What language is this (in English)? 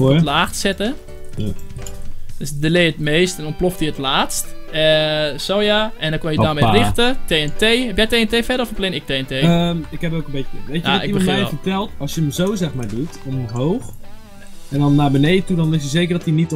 Dutch